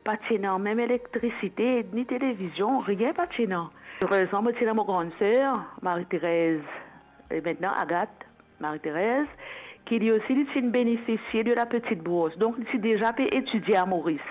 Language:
Morisyen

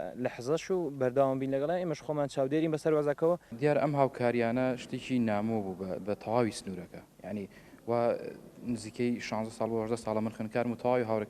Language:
Central Kurdish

